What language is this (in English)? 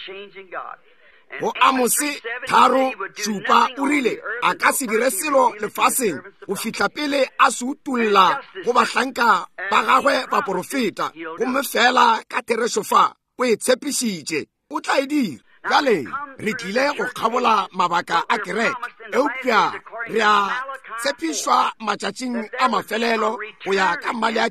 Northern Sotho